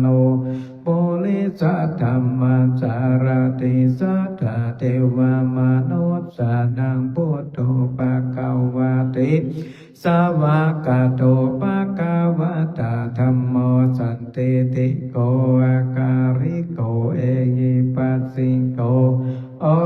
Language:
Pali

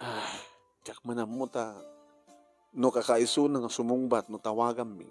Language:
Iloko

